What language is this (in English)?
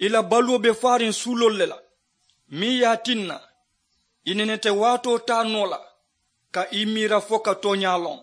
Mandingo